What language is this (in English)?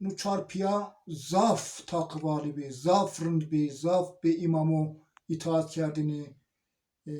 Zaza